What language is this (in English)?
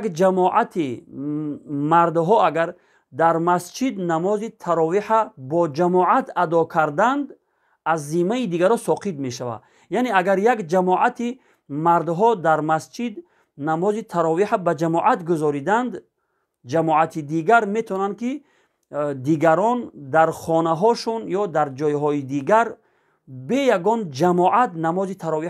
Tajik